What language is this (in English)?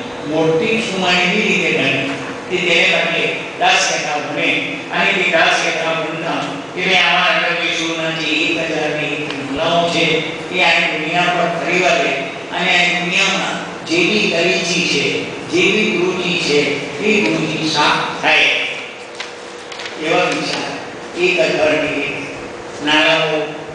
Gujarati